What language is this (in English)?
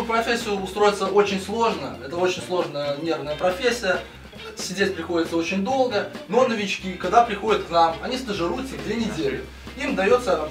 Russian